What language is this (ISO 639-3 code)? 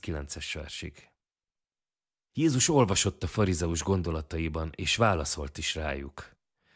hun